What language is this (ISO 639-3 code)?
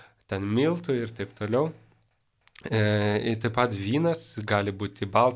lit